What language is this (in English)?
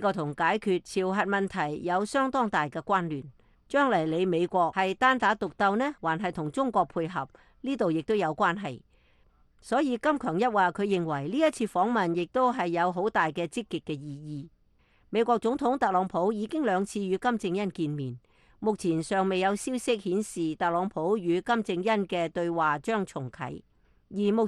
Cantonese